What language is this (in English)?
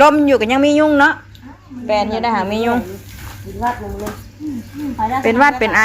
Northeastern Thai